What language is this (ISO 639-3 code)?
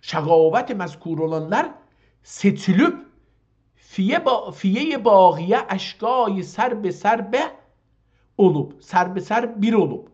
azb